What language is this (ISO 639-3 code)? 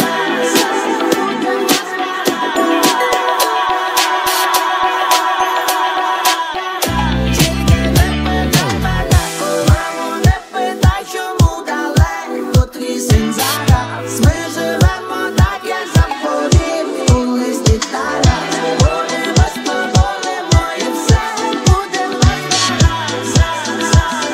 ukr